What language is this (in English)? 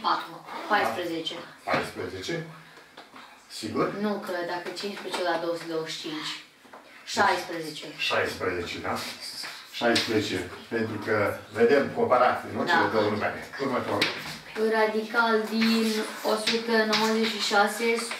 Romanian